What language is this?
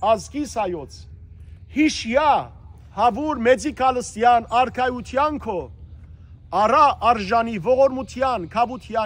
Western Armenian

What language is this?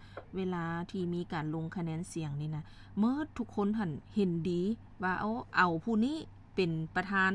Lao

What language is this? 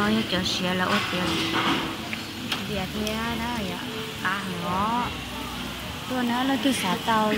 Hmong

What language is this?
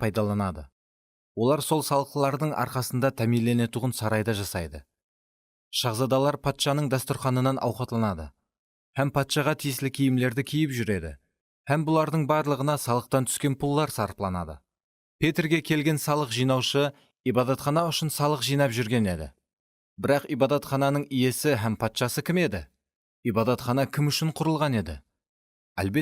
Kara-Kalpak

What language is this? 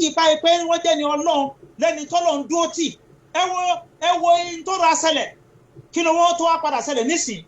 Yoruba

